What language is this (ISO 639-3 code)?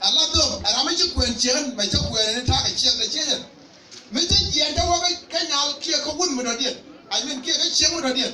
nus